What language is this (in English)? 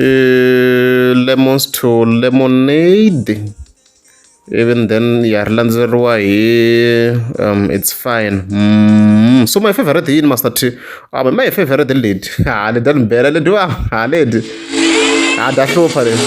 Tsonga